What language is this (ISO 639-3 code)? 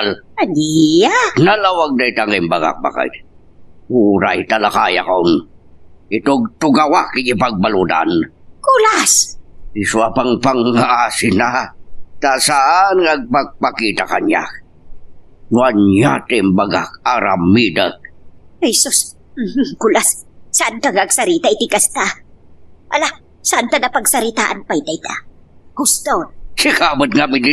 ilo